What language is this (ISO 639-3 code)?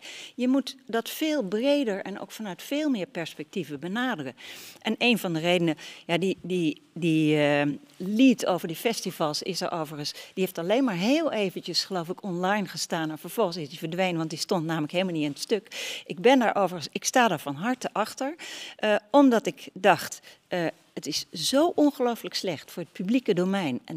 nld